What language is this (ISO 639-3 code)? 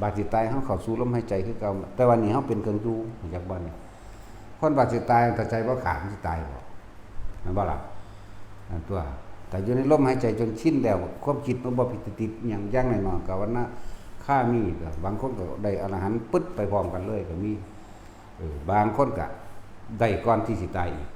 tts